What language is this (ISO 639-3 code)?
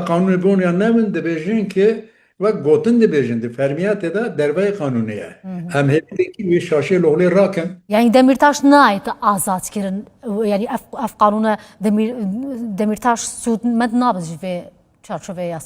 kur